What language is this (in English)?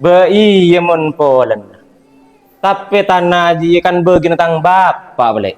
Madurese